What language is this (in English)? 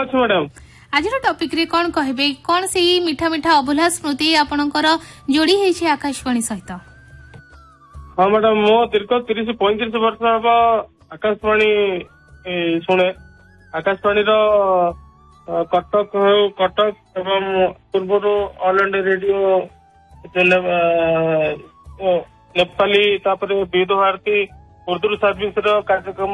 Odia